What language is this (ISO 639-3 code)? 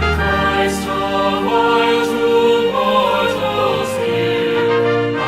bth